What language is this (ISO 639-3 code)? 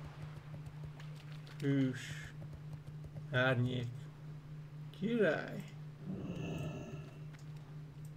hun